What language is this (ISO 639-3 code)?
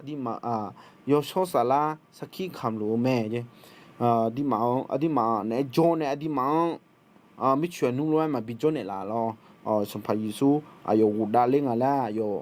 ahk